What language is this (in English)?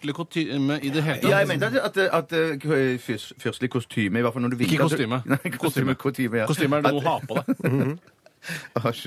Norwegian